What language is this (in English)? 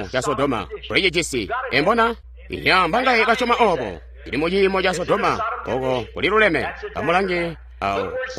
Tonga (Zambia)